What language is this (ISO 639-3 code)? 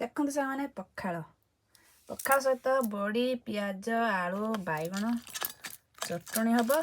ori